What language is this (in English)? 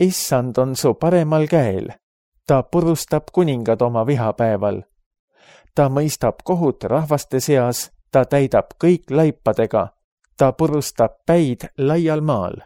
Estonian